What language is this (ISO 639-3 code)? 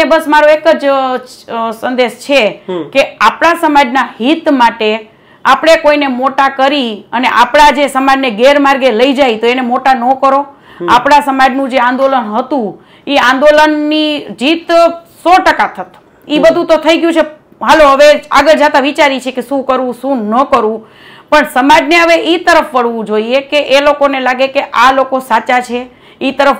guj